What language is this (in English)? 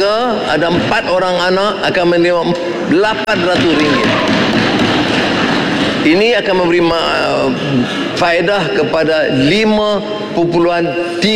Malay